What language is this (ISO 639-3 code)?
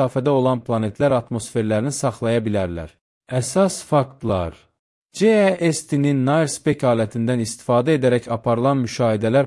aze